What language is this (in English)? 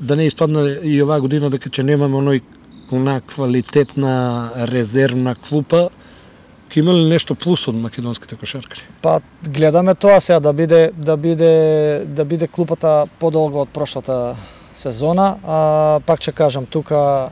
Macedonian